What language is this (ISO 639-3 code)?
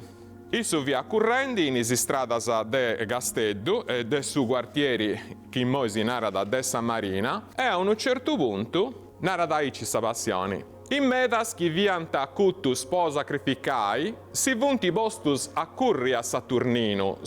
srd